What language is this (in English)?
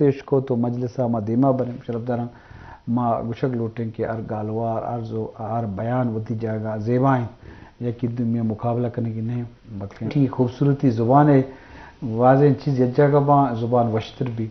Eastern Balochi